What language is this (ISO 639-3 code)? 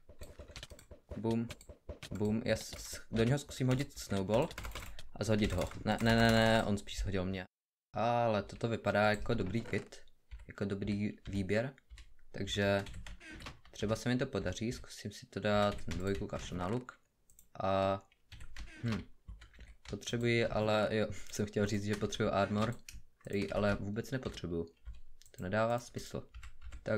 ces